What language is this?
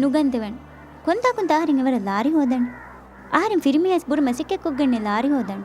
Divehi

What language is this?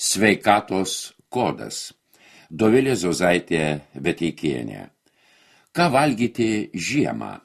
Lithuanian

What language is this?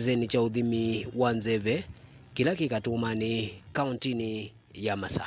Kamba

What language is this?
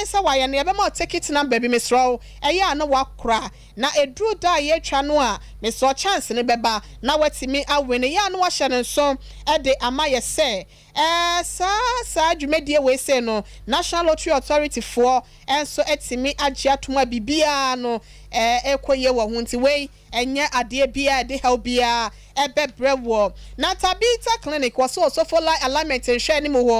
Akan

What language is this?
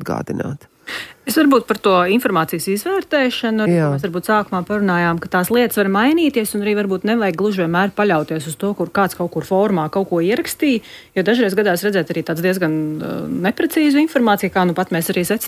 Latvian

